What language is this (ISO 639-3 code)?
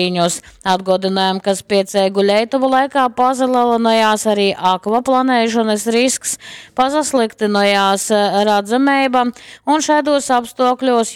ltg